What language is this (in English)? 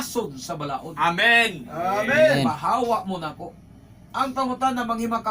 Cebuano